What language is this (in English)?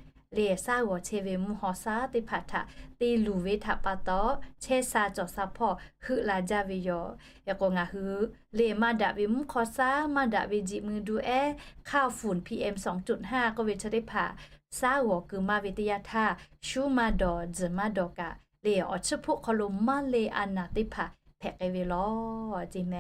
Lahu